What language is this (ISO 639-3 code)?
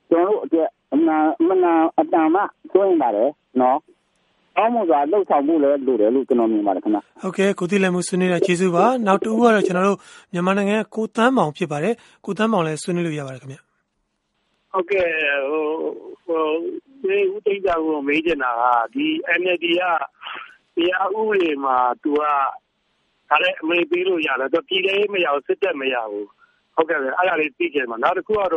mya